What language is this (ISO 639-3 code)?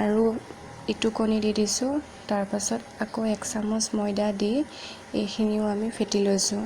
asm